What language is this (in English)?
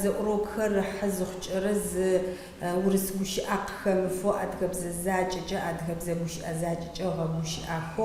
Adyghe